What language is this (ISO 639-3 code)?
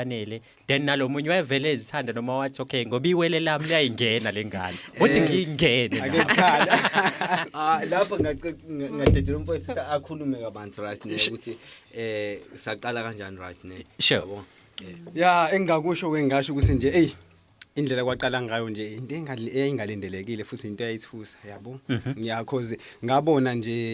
zul